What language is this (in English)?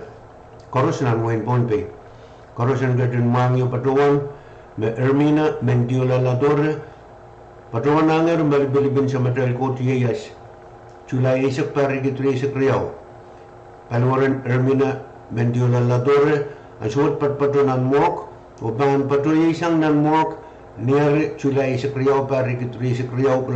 Pohnpeian